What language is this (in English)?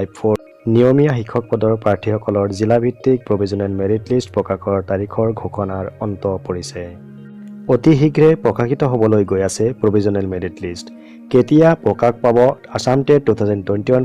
Assamese